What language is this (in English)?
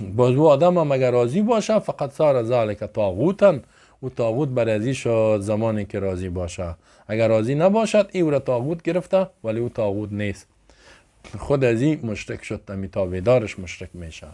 Persian